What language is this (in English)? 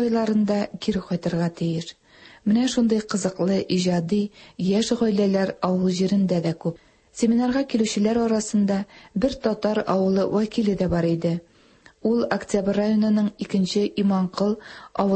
Tatar